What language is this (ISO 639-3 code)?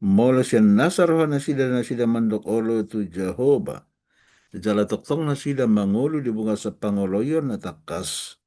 bbc